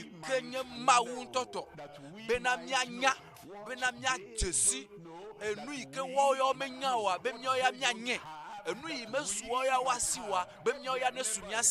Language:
Ewe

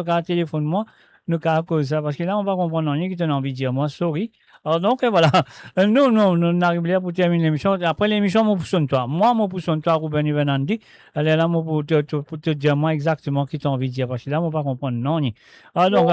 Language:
Morisyen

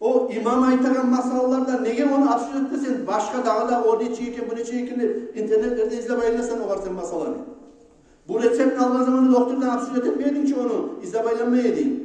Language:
Kumyk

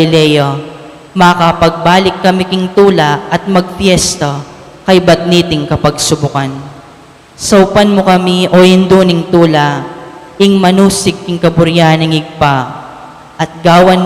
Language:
Pampanga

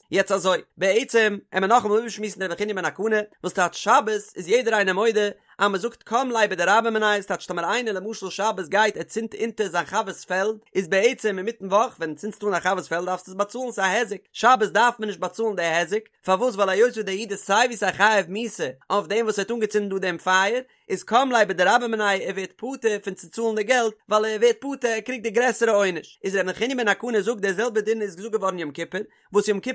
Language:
Yiddish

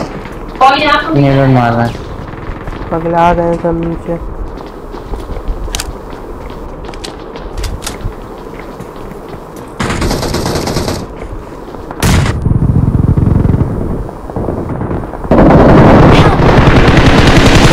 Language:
Hindi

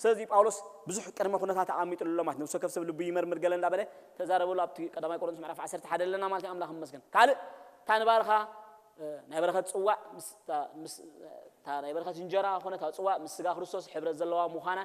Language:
Tigrinya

